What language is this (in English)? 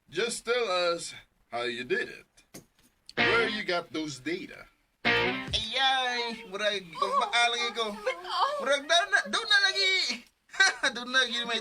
Cebuano